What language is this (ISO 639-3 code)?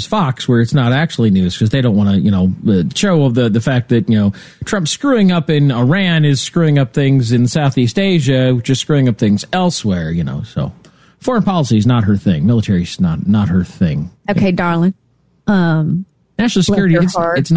eng